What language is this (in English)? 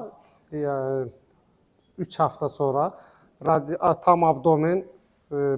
Azerbaijani